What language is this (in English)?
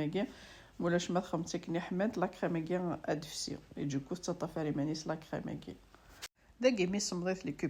Kabyle